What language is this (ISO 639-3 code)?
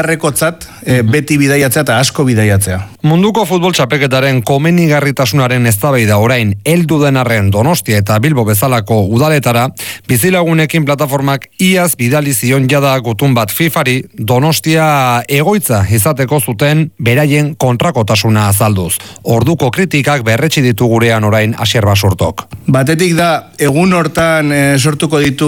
eus